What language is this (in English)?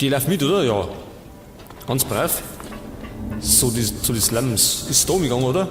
Bavarian